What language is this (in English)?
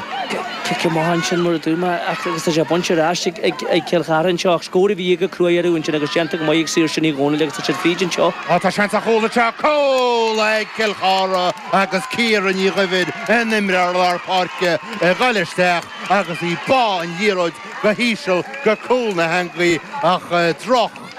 Irish